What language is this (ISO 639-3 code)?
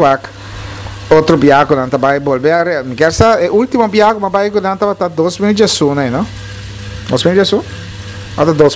pap